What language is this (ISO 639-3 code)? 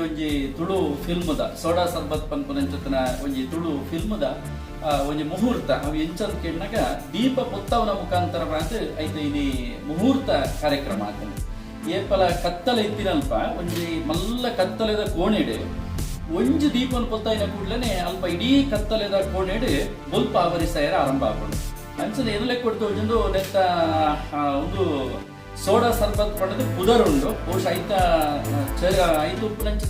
tcy